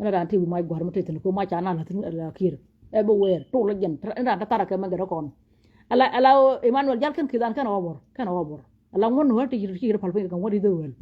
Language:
Nuer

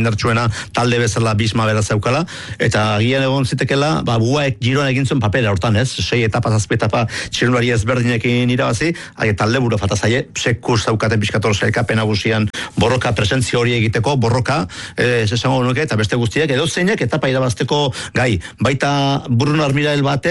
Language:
Basque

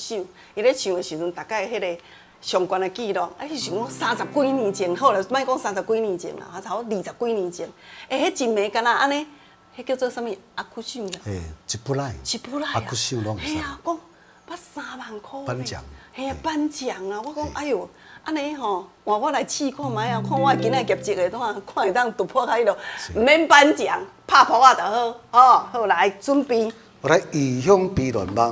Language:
Min Nan Chinese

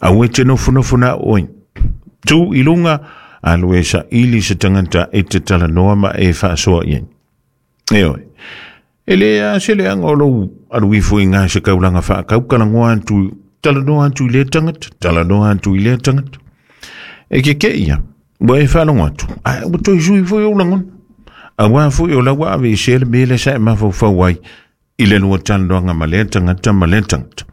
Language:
Samoan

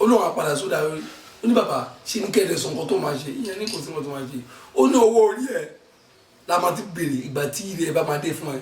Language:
Yoruba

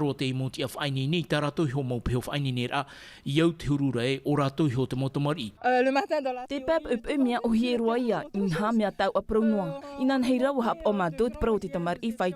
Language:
Tahitian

